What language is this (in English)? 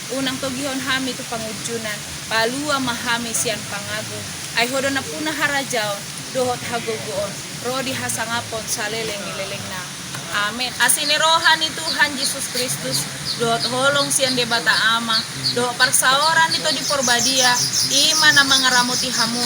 Batak Toba